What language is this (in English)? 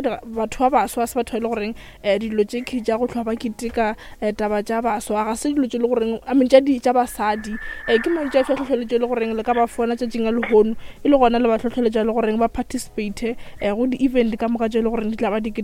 Northern Sotho